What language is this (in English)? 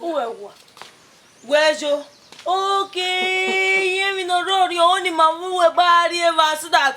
Bini